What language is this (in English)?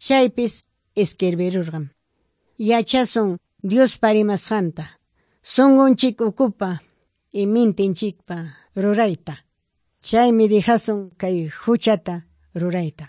Quechua